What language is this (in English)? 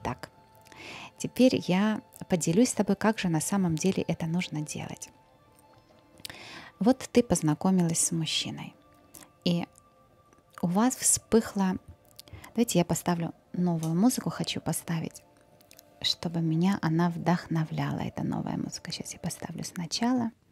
Russian